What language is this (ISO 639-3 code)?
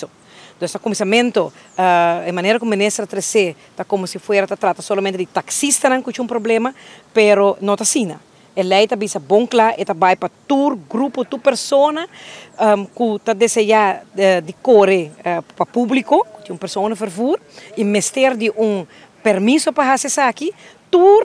pap